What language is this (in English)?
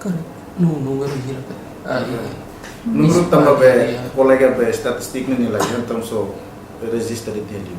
Tetum